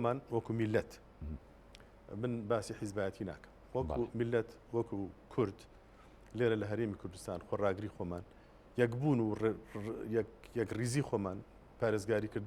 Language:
Central Kurdish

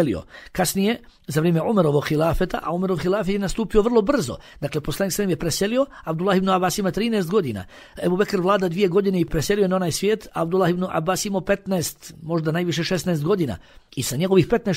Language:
Bosnian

